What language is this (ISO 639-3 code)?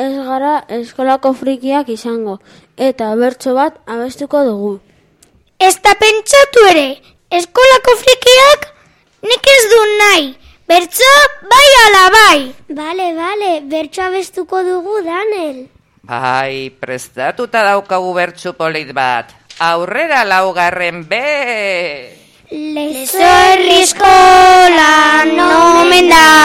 eus